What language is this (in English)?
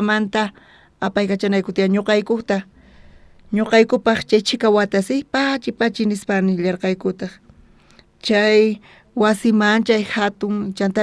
South Bolivian Quechua